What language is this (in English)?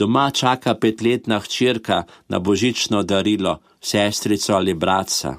Slovenian